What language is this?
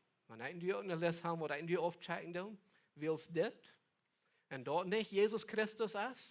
Plautdietsch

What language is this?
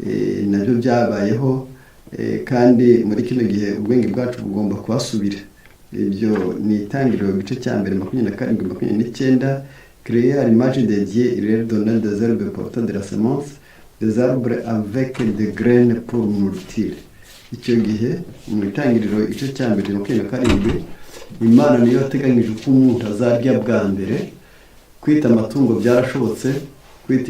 Kinyarwanda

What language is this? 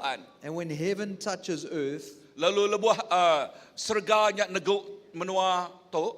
Iban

